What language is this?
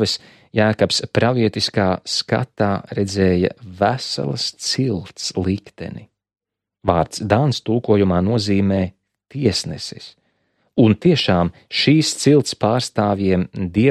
Latvian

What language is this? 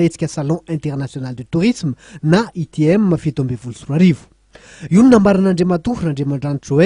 Malagasy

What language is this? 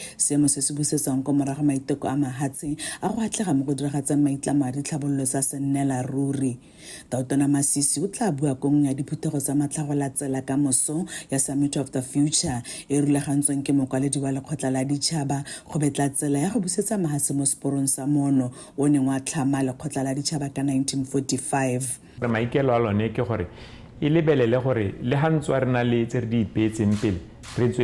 Tswana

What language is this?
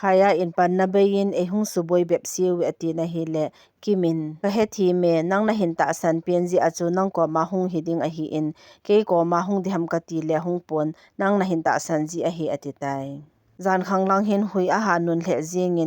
Thado Chin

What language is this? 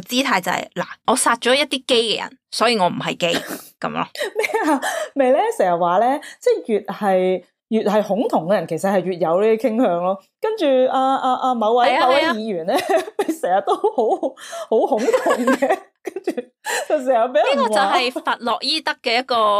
Cantonese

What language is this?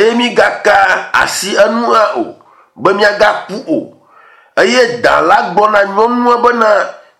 Ewe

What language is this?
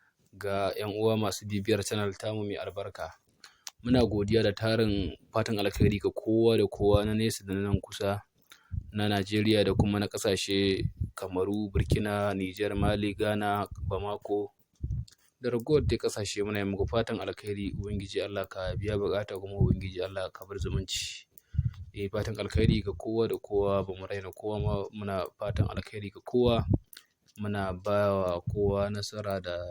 Hausa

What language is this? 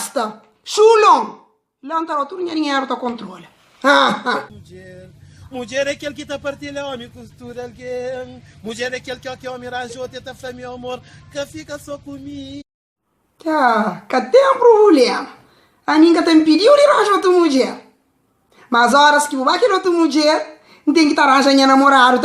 Kabuverdianu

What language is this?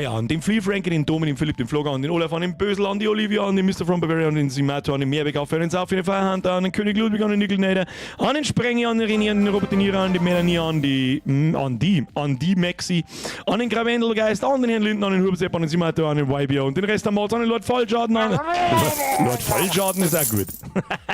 Bavarian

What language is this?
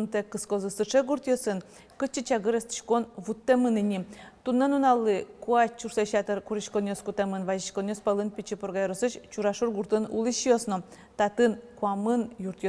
Udmurt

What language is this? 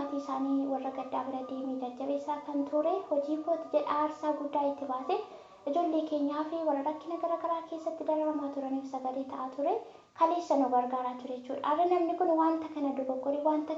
Oromo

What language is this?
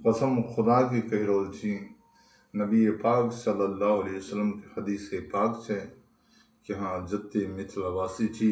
Maithili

